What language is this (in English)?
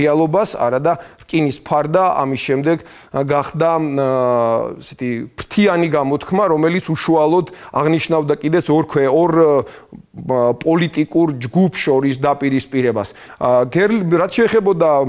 Georgian